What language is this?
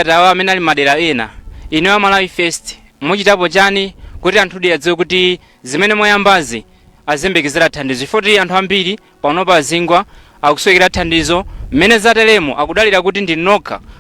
Nyanja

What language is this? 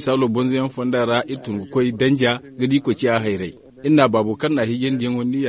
Zarma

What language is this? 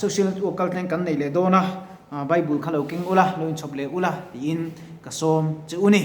Mizo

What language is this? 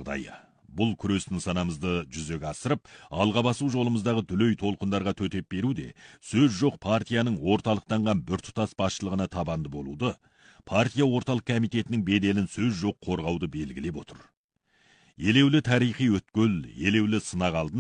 Kazakh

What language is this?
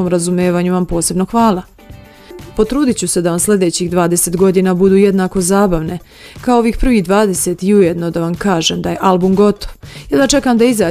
Serbian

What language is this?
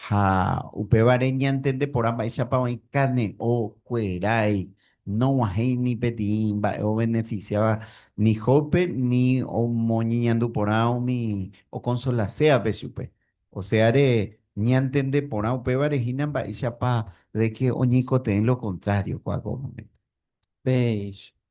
Guarani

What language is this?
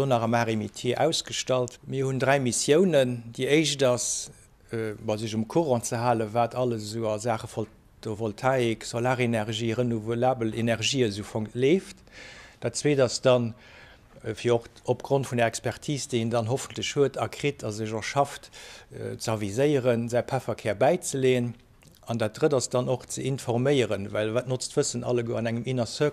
Luxembourgish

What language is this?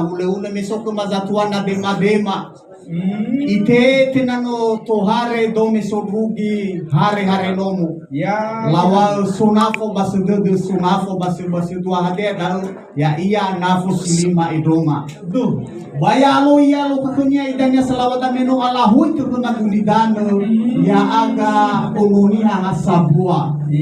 Nias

